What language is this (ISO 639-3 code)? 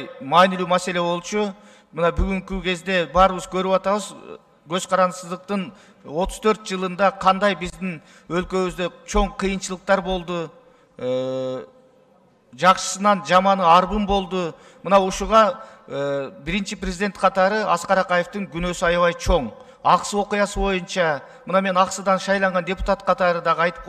kir